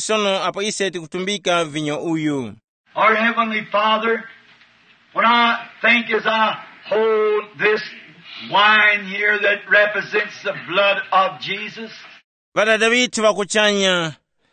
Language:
Tumbuka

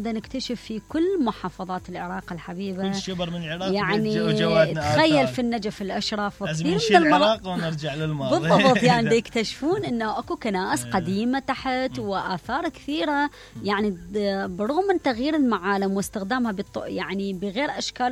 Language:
Mesopotamian Arabic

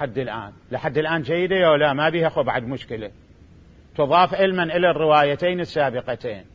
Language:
Mesopotamian Arabic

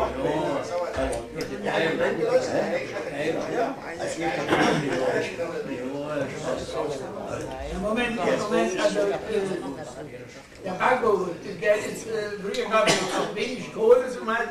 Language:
German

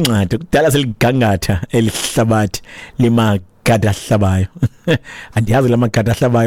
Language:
Xhosa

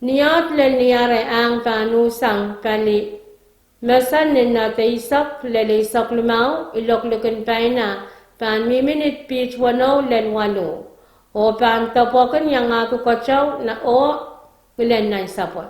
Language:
Pohnpeian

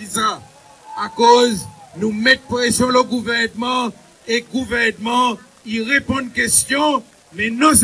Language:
Seselwa Creole French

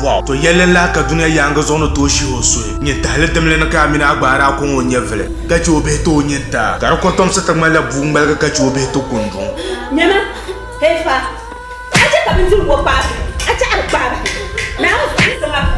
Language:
Dagbani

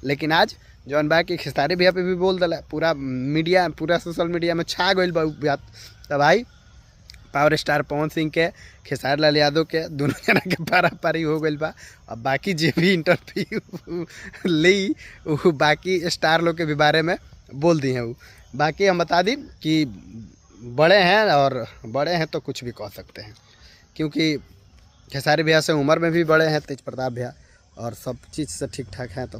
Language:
Bhojpuri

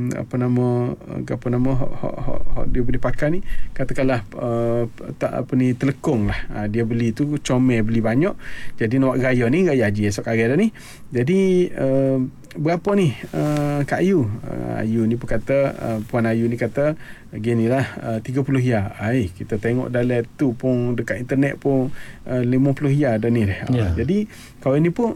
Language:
Malay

